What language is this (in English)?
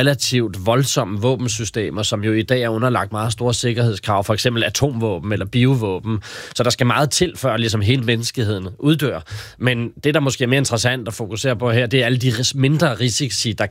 Danish